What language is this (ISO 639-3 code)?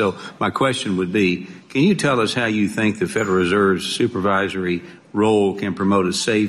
eng